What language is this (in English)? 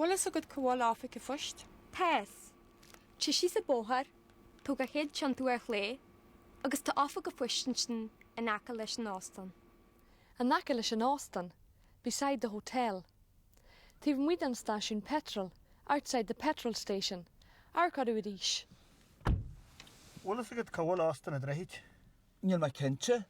Irish